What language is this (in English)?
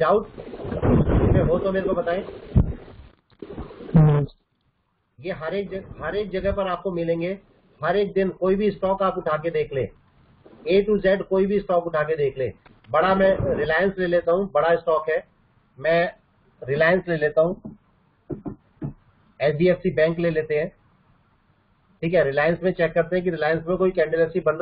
Hindi